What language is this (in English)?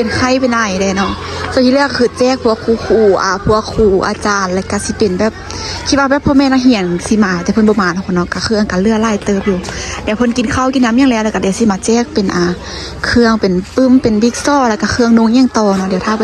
Lao